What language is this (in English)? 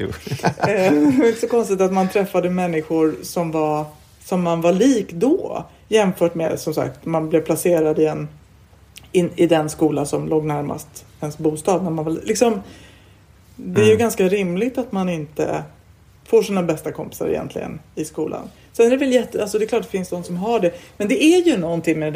Swedish